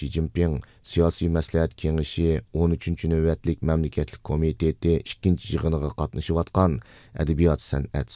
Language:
Uyghur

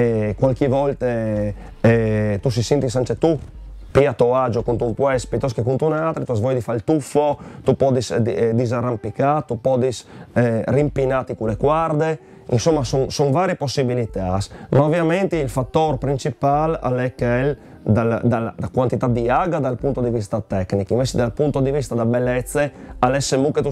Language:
Friulian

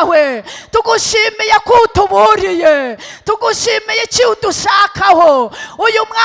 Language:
Kinyarwanda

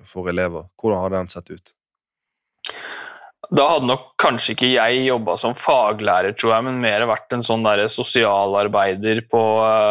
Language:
Norwegian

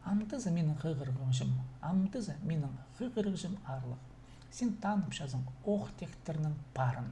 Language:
Khakas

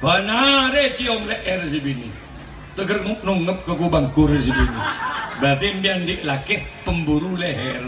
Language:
Madurese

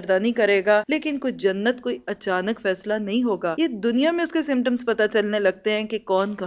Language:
Urdu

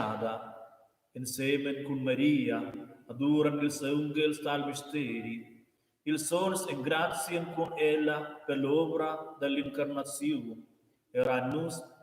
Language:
Romansh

